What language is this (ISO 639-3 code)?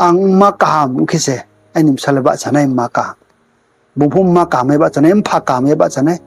ria